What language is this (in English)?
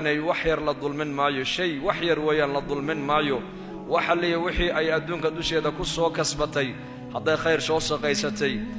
Somali